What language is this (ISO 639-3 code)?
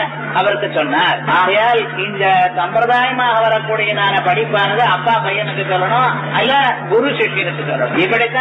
tam